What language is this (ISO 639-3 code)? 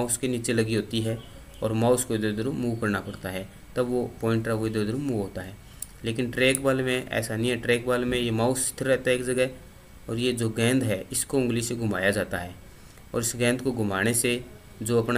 hin